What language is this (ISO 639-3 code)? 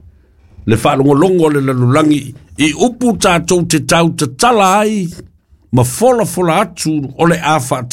smo